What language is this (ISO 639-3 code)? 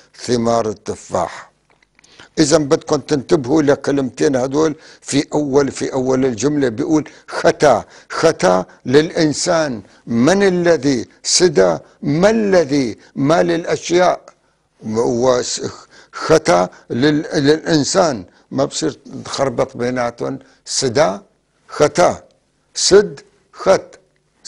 apc